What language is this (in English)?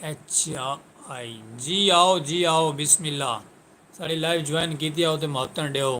Saraiki